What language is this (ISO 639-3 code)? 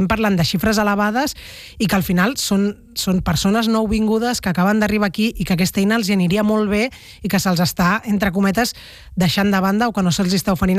cat